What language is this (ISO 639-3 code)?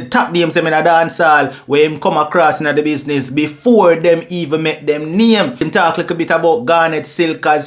jam